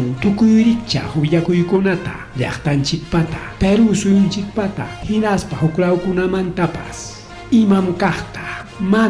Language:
Ayacucho Quechua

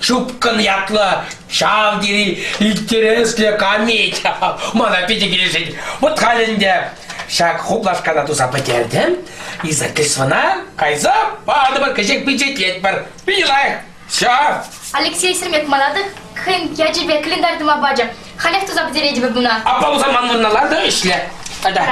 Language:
Chuvash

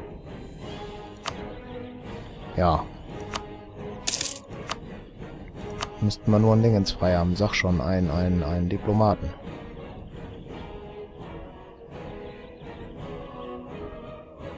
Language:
German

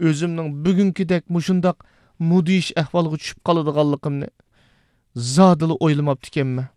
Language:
Uyghur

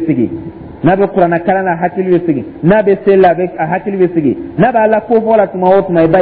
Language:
Dyula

